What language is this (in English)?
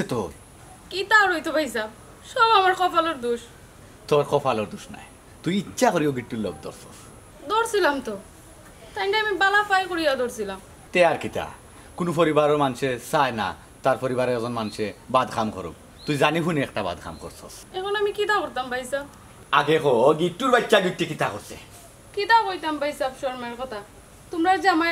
Sylheti